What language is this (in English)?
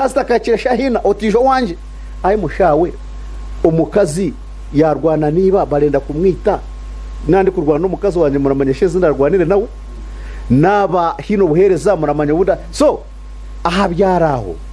Nyankole